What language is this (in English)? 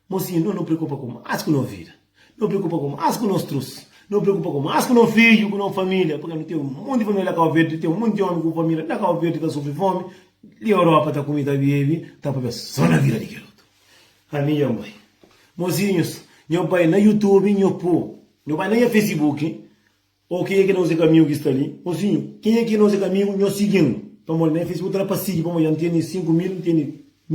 Kabuverdianu